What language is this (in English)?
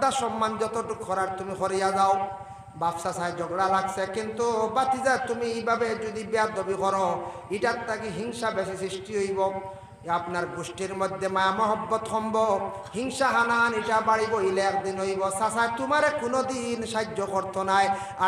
Sylheti